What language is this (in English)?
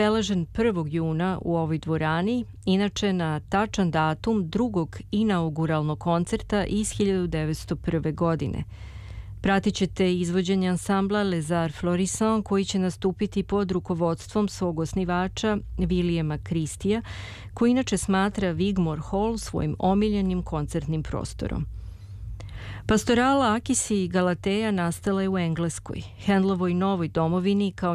Serbian